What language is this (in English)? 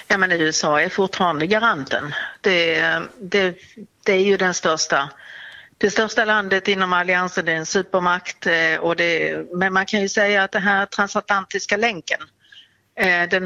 Swedish